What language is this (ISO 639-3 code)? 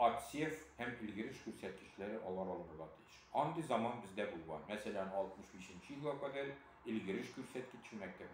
tat